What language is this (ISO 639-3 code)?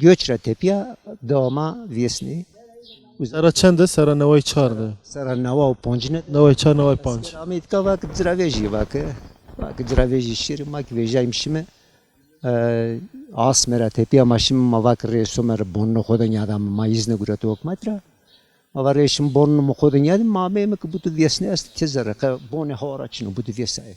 zza